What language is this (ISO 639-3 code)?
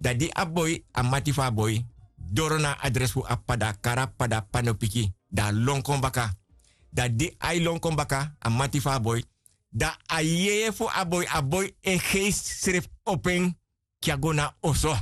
srn